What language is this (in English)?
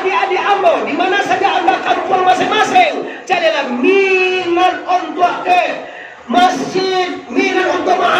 Minangkabau